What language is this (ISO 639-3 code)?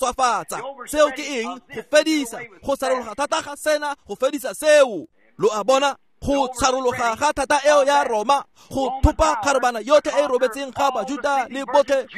tsn